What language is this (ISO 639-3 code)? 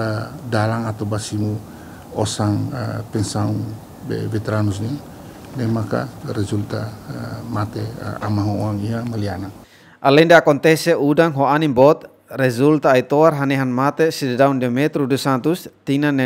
tet